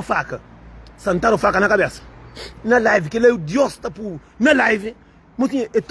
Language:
Kabuverdianu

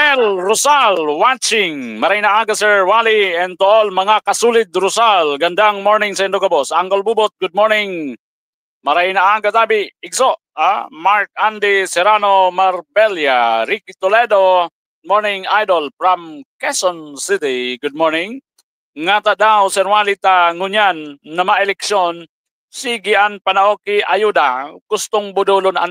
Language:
Bikol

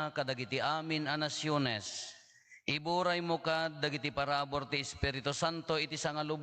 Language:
Iloko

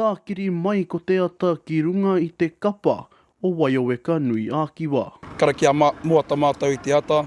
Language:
Māori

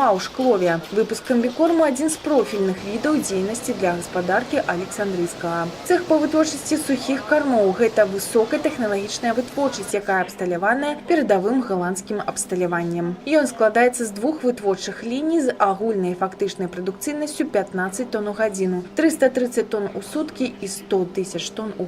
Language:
Belarusian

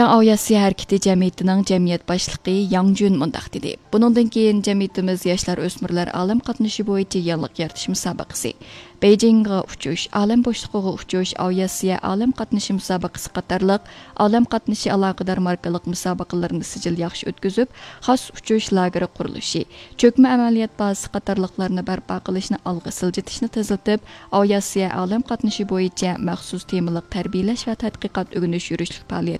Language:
Uyghur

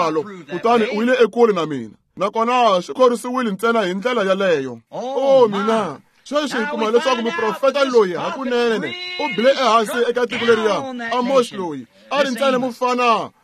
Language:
Tsonga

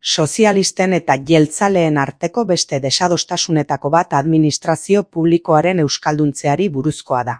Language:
Basque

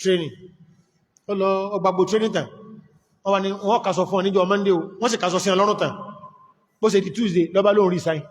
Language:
Yoruba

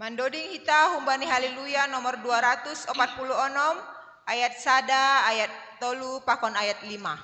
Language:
Batak Simalungun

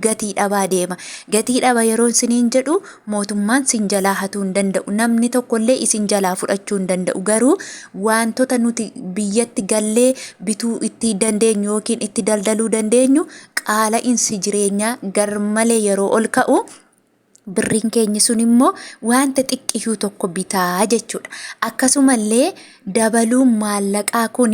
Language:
Oromo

